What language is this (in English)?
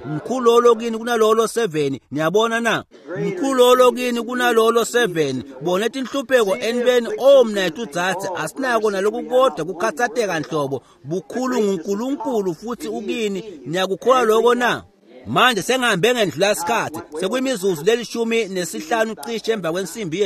Swati